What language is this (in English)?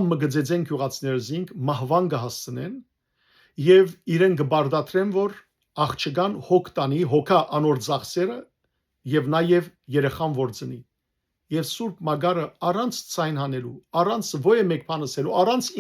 Western Armenian